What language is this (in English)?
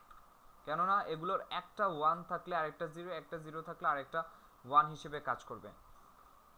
Bangla